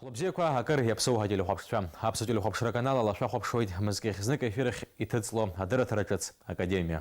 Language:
Abkhazian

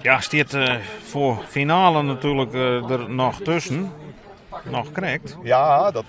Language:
Western Frisian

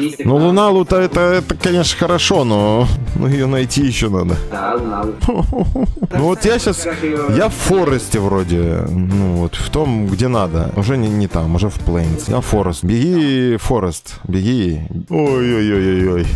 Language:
Russian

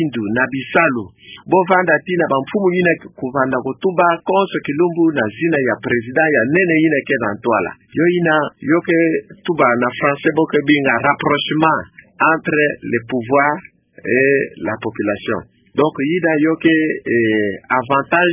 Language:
Kituba (Democratic Republic of Congo)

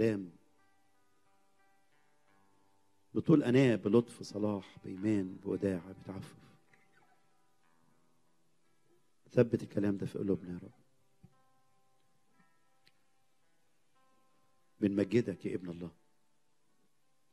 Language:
Egyptian Arabic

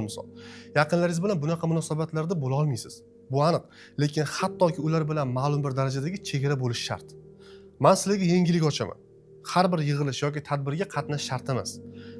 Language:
Uzbek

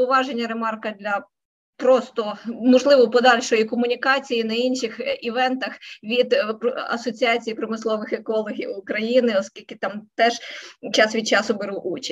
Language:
Ukrainian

